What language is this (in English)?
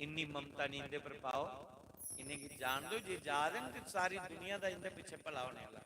Dogri